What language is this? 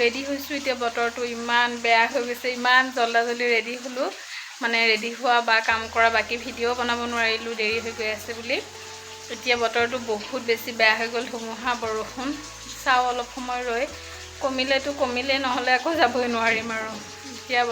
Assamese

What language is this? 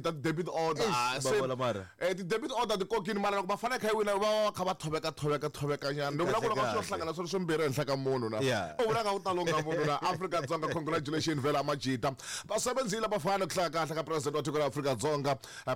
Tsonga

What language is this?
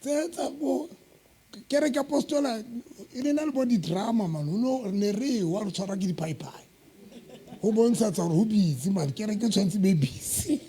Southern Sotho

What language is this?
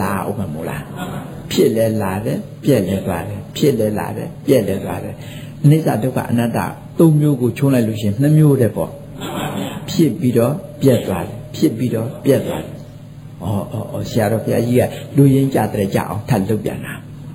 Burmese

